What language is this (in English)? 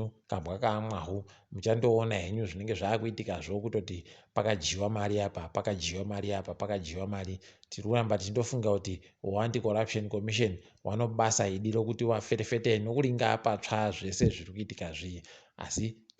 Ndau